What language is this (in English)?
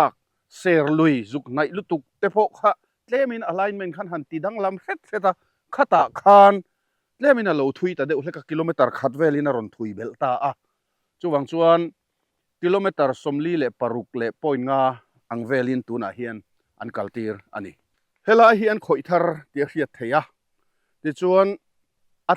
Mizo